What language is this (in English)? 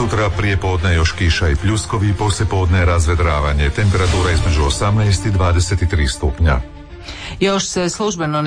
Croatian